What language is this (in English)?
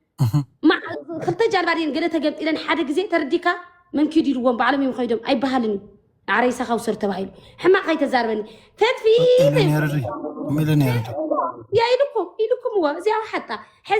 Tigrinya